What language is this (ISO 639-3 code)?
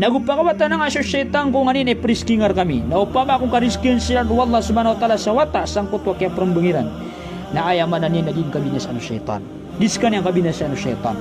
mrw